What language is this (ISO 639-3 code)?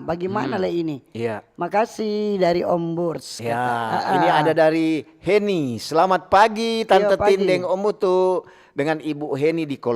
xmm